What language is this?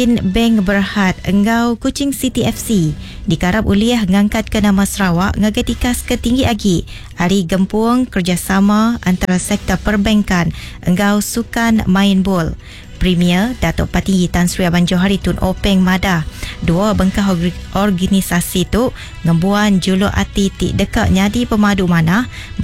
Iban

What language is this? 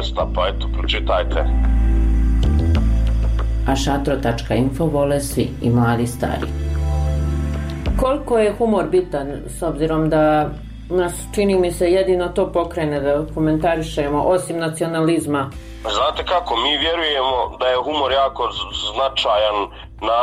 Bosnian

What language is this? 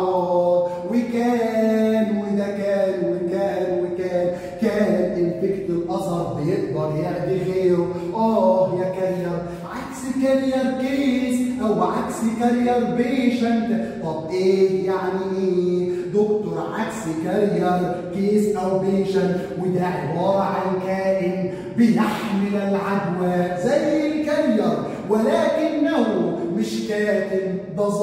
Egyptian Arabic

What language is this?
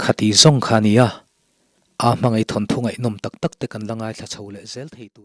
Mizo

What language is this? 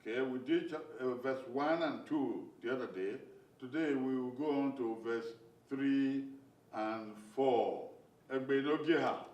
Bini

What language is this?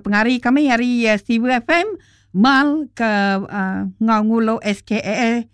Iban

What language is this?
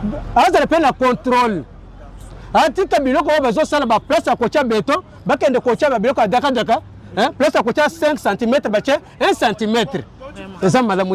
Lingala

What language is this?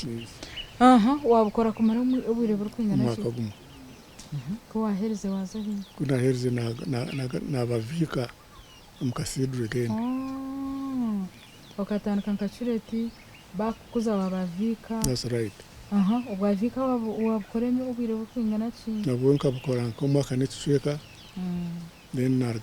Nyankole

